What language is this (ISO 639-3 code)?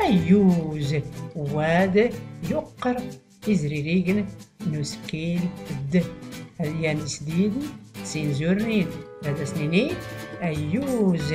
shi